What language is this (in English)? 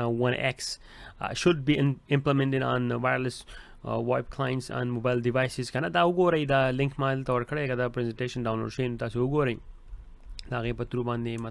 Pashto